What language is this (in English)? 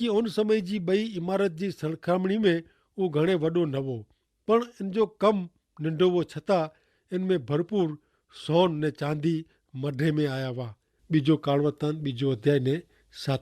Kachhi